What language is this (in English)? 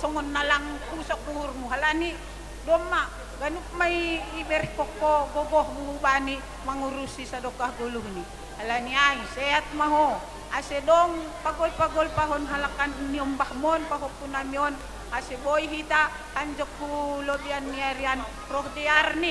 Batak Simalungun